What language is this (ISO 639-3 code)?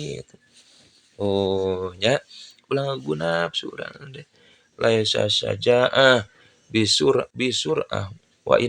sun